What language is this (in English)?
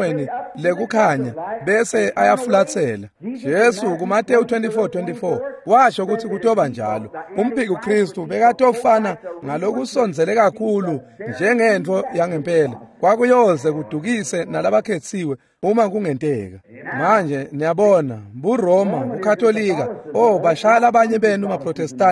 Swati